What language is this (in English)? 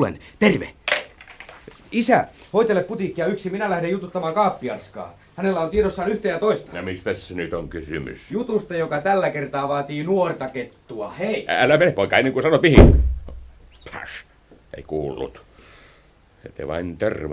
Finnish